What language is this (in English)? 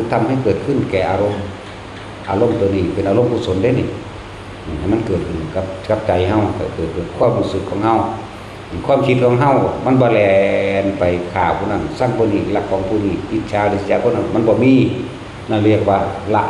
Northeastern Thai